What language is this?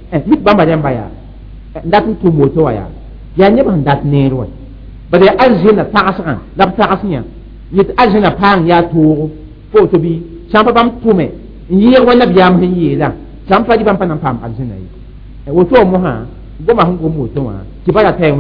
Mossi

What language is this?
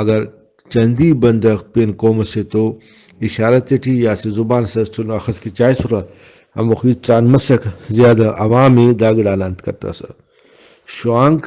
Brahui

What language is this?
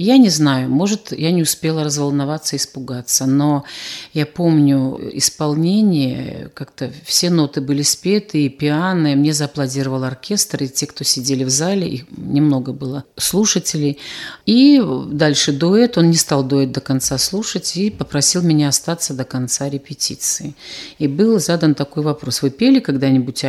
Russian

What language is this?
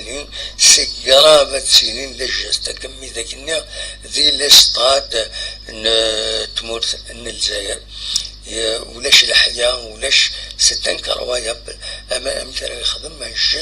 Kabyle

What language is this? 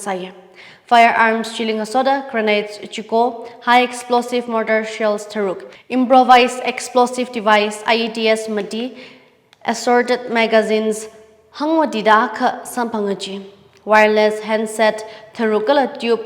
Tangkhul Naga (India)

